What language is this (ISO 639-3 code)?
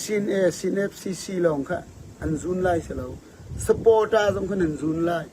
cfm